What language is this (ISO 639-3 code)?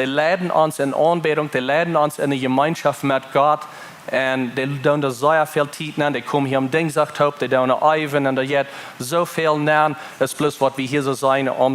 pdt